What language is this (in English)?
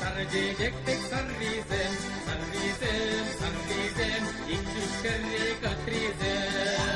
Chuvash